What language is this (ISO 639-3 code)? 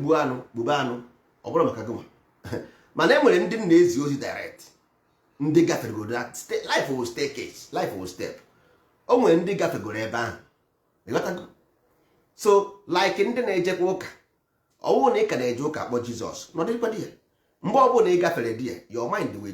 ibo